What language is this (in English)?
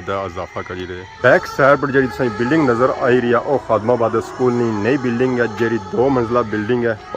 Pahari-Potwari